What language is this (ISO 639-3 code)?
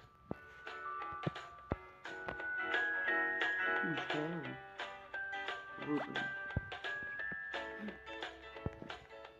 hrv